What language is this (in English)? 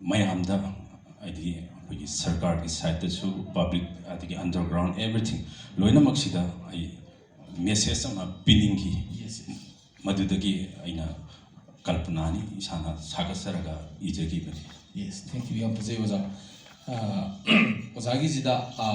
Manipuri